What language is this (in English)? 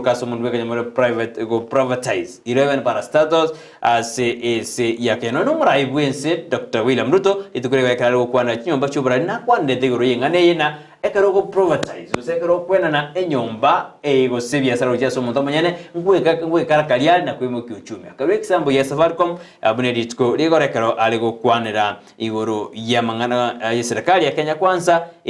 Gusii